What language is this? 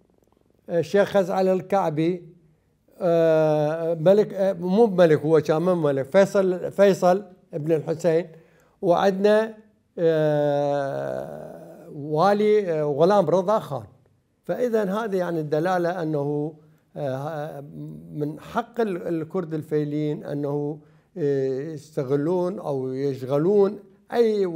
Mesopotamian Arabic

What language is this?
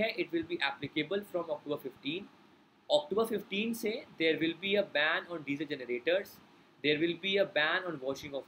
Hindi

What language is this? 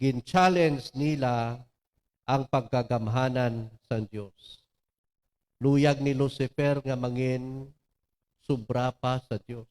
Hiligaynon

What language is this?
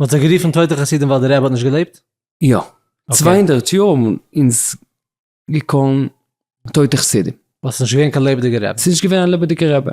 Yiddish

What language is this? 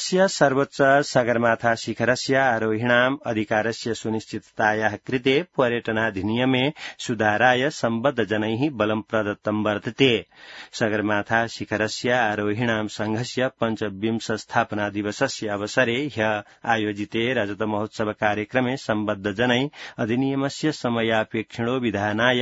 Sanskrit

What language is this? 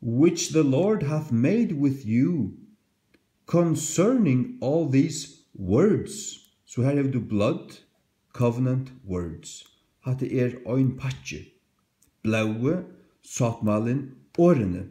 Faroese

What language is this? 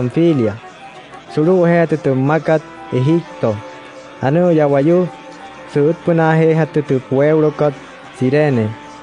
Wayuu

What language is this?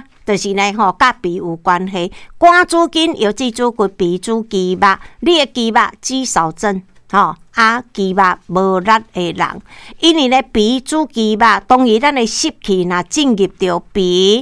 Min Nan Chinese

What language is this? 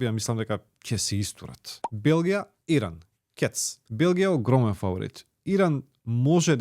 Macedonian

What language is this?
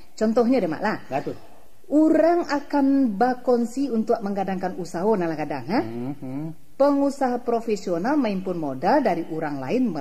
Minangkabau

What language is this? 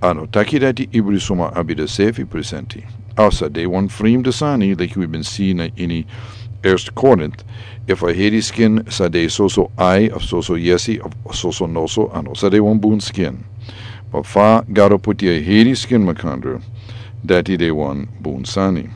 Sranan Tongo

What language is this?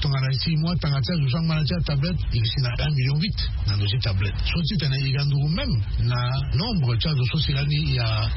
Sango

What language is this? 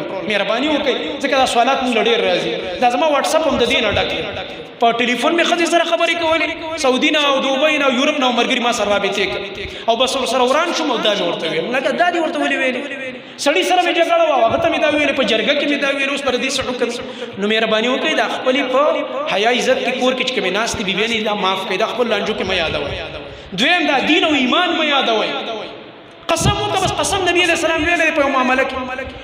Pashto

